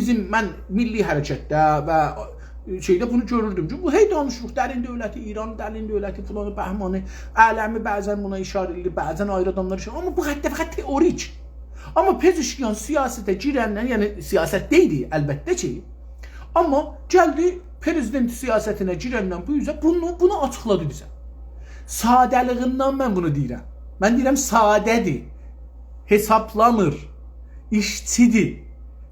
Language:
South Azerbaijani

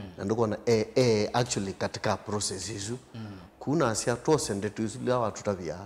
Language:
Kamba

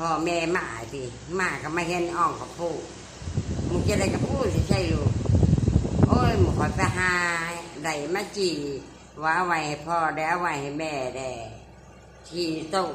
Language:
Northeastern Thai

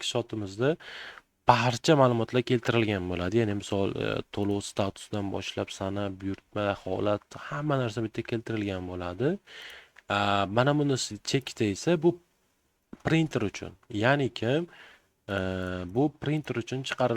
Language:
Uzbek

